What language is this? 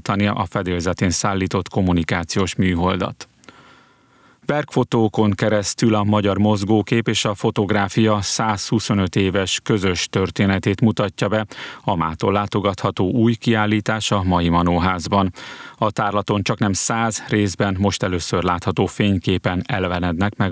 Hungarian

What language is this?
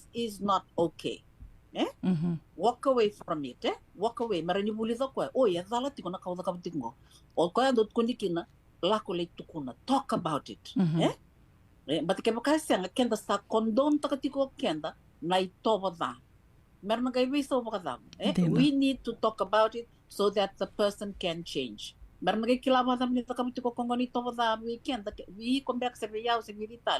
Fijian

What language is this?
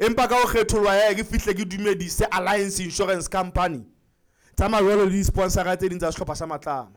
Southern Sotho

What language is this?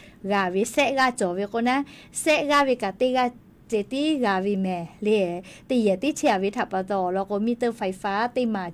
Lahu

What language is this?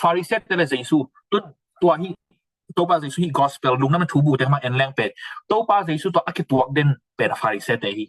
Tedim Chin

